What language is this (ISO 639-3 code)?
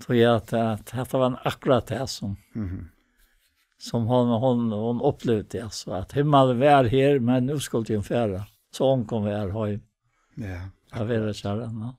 fao